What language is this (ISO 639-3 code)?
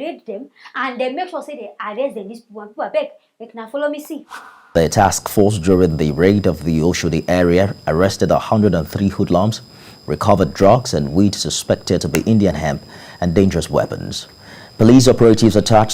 pcm